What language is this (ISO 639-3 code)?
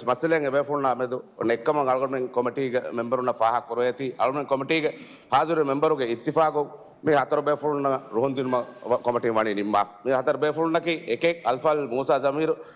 div